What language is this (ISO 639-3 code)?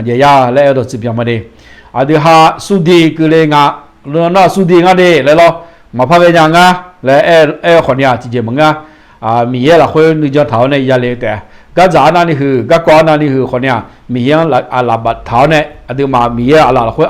ahk